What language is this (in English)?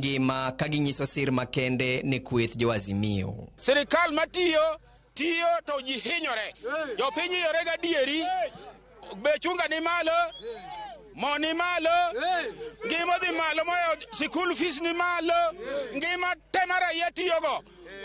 Luo (Kenya and Tanzania)